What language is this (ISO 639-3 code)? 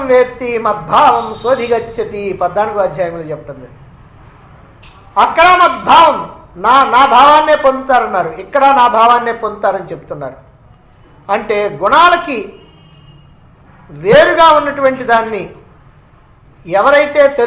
tel